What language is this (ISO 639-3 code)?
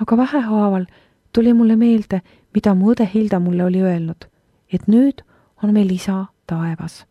est